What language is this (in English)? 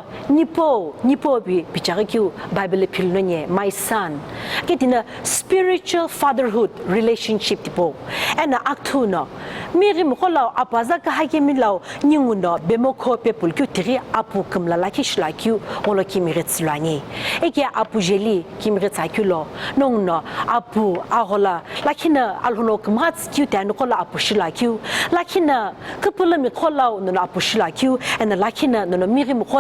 Sumi Naga